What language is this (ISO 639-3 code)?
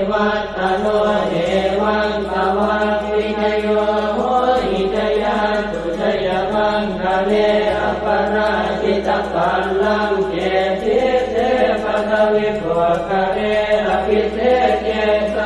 pli